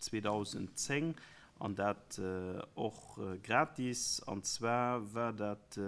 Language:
Luxembourgish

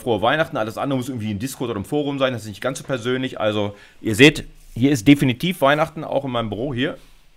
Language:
German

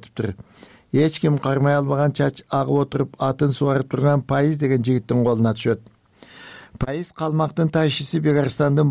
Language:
Kyrgyz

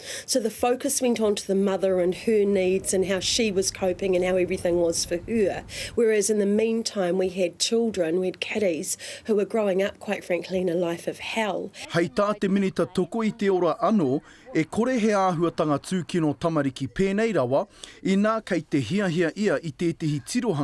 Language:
Māori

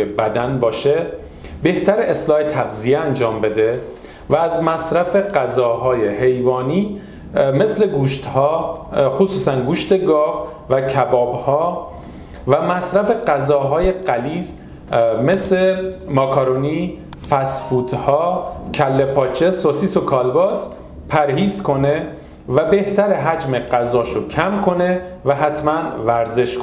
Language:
Persian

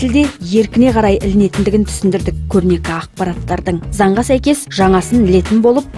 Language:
Kazakh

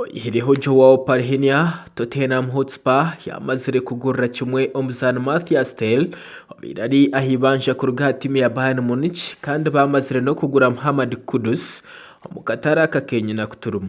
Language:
Nyankole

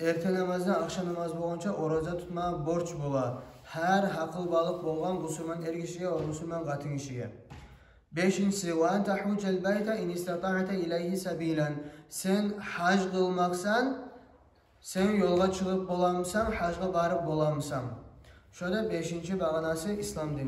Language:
Kumyk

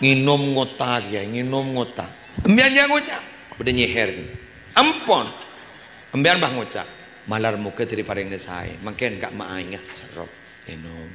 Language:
Madurese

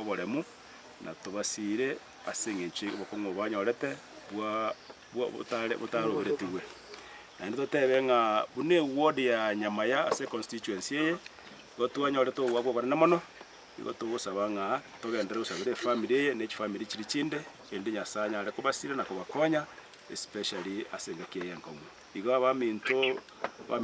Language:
Gusii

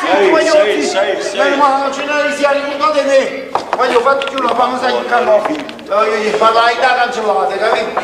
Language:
Neapolitan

